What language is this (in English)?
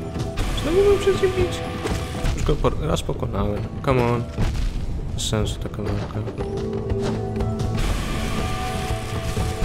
Polish